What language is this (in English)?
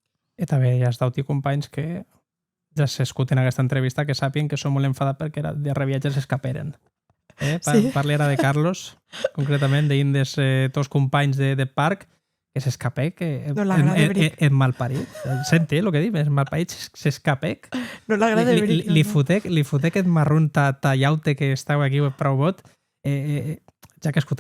Occitan